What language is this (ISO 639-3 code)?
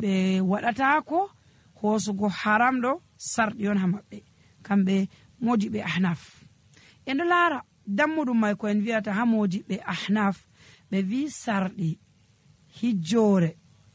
fuv